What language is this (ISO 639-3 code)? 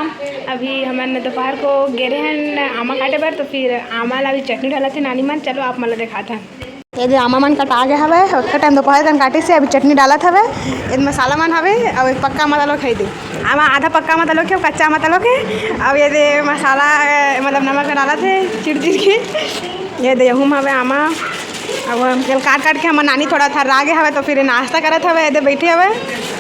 hne